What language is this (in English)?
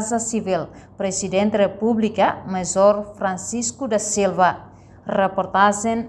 Tetum